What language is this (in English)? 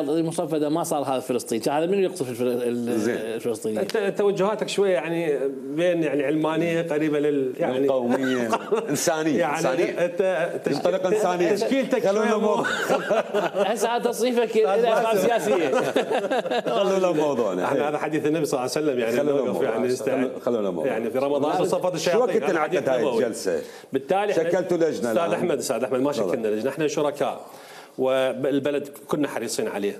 Mesopotamian Arabic